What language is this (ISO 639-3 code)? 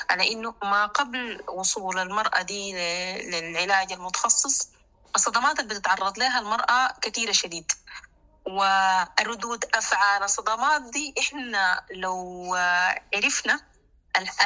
apd